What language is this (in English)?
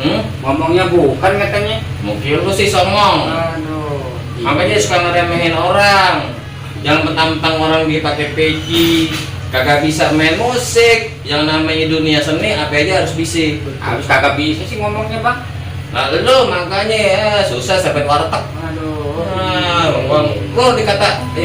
Betawi